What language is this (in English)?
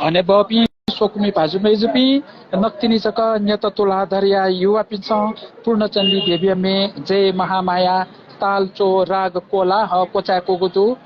Newari